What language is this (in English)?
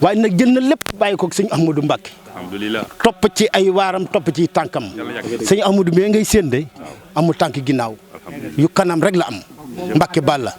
Wolof